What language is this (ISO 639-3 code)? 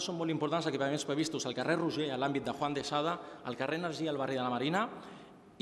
cat